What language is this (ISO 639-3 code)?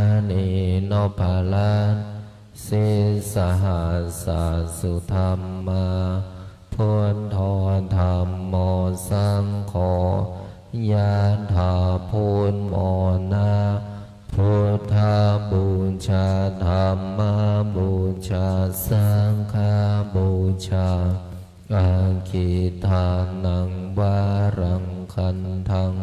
pli